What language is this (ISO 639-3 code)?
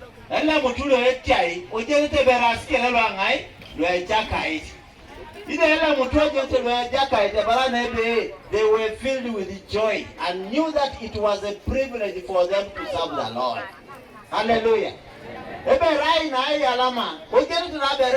teo